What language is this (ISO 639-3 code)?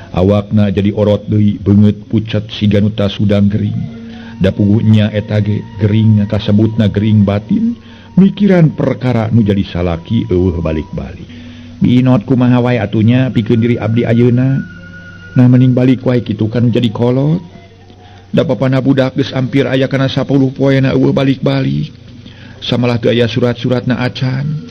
sun